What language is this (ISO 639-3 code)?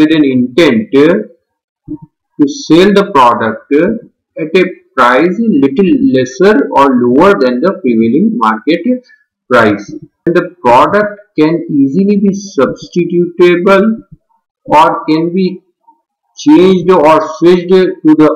eng